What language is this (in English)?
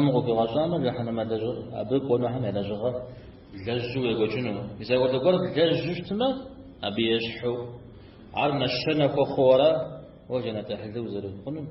Kabardian